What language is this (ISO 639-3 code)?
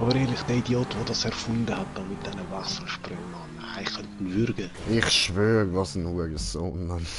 gsw